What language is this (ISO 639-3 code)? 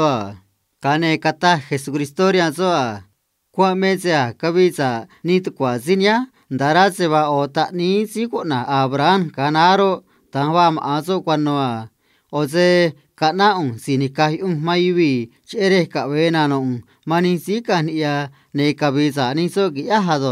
trc